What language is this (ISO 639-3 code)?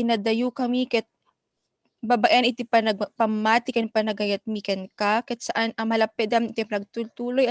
ilo